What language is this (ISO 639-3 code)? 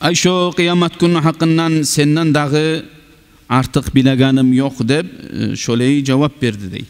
kum